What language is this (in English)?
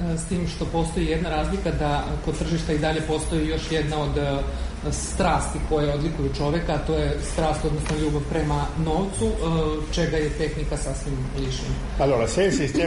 Serbian